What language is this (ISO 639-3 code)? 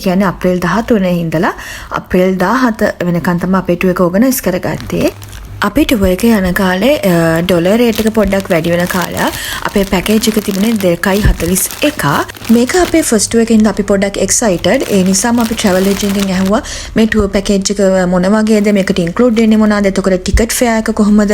sin